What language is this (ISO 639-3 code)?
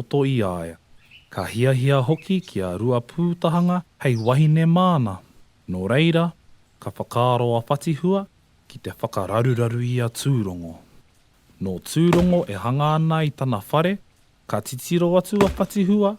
mri